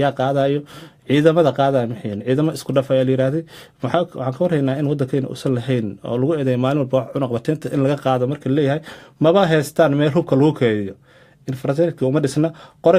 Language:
Somali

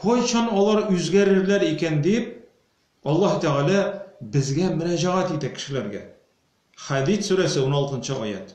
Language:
Tatar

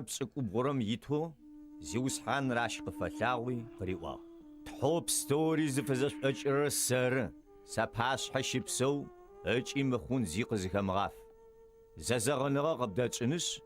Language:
Adyghe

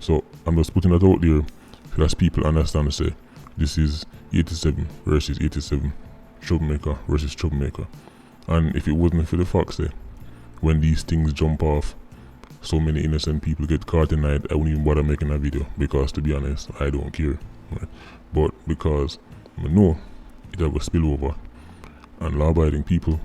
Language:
Jamaican Creole English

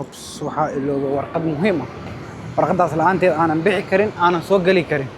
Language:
Somali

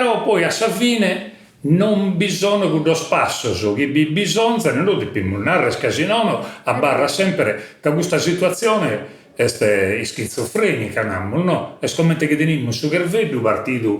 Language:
Sardinian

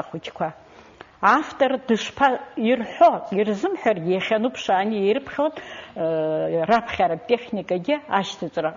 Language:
Abkhazian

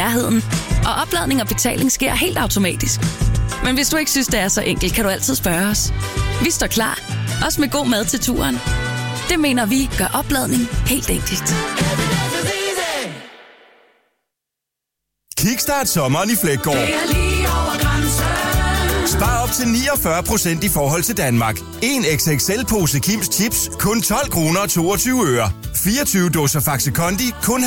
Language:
Danish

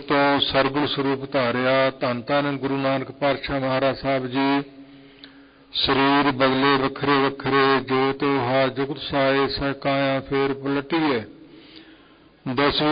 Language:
Punjabi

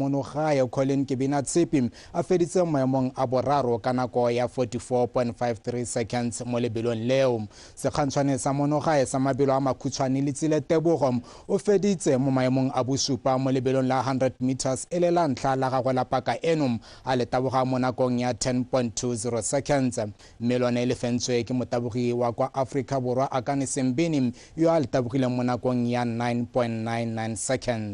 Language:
Tswana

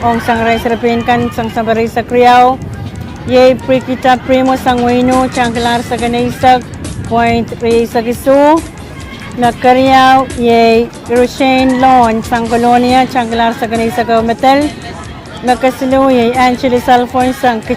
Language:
Pohnpeian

